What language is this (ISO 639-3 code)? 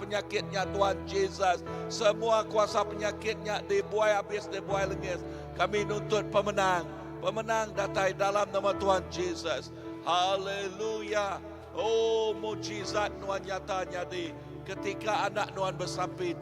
iba